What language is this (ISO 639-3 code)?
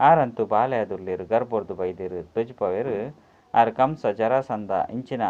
tcy